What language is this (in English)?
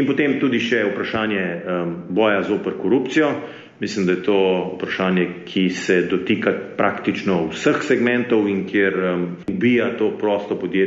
Slovenian